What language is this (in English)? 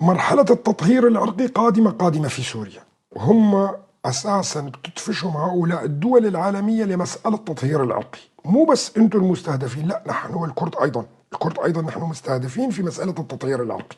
North Levantine Arabic